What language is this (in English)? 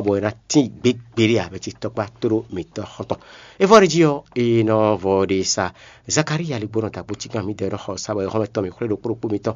Fon